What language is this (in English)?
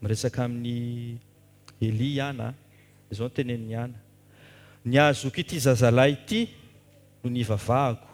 Malagasy